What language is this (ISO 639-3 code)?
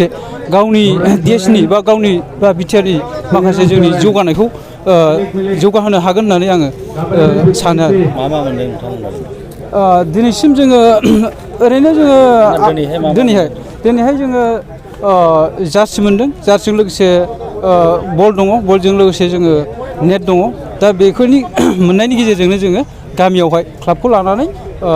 brx